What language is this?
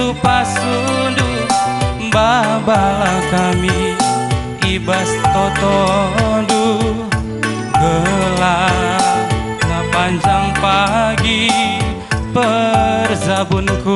Batak Karo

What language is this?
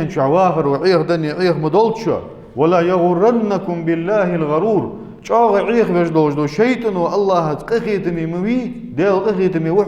Ingush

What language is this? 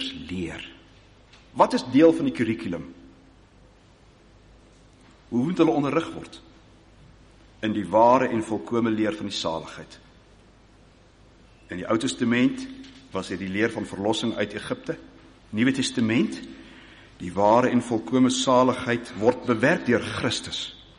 Afrikaans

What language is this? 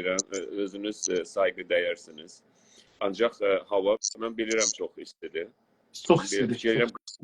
South Azerbaijani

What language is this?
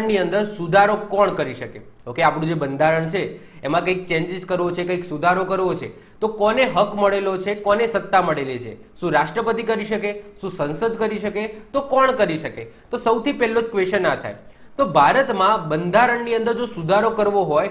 Gujarati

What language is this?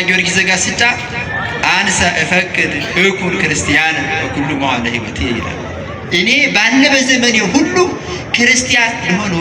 Amharic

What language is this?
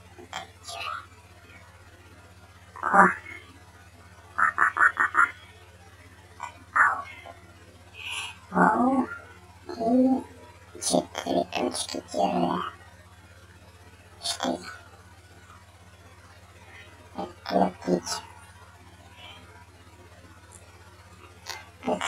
Russian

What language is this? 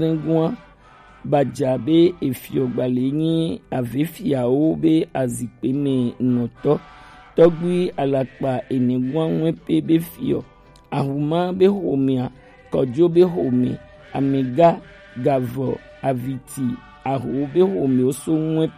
Gen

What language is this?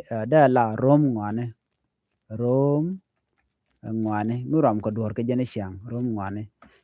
Nuer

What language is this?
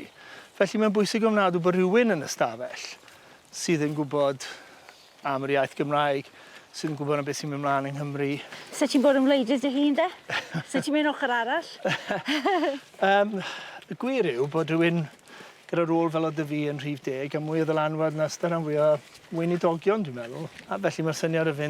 Welsh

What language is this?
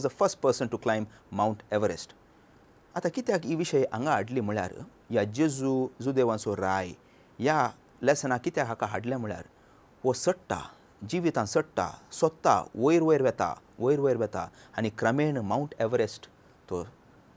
Konkani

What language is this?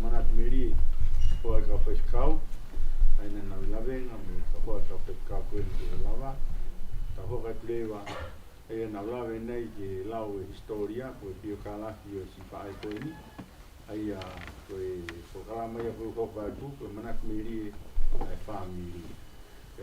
Tongan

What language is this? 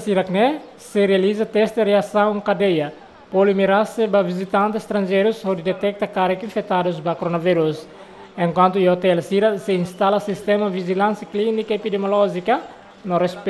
Tetum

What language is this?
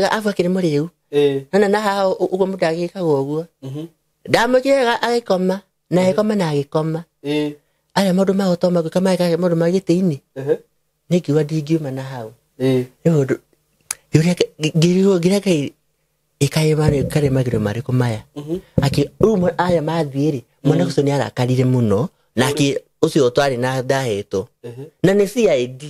Kikuyu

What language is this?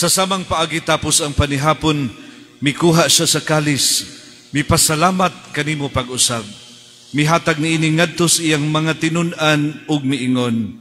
Cebuano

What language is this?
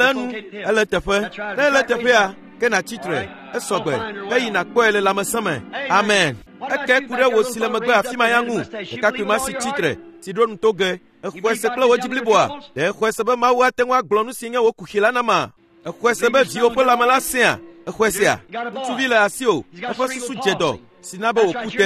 Ewe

